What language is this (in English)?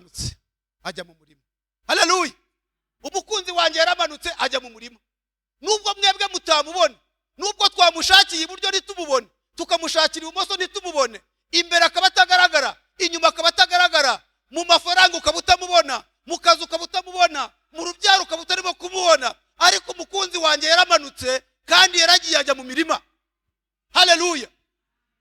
Kinyarwanda